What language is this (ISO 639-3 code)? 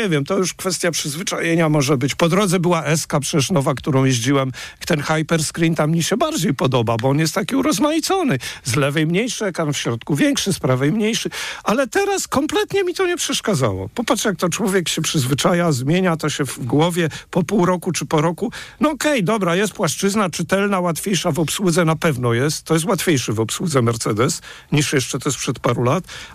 pol